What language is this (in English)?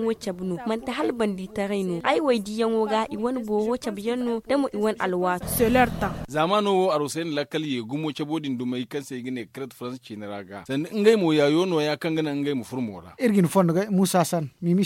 Zarma